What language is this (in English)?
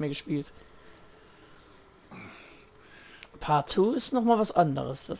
German